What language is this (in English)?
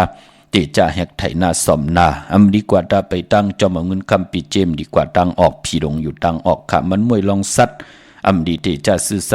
Shan